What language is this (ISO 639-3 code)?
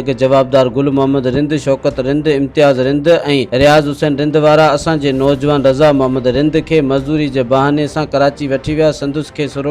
snd